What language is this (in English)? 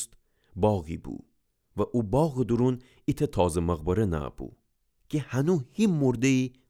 Gilaki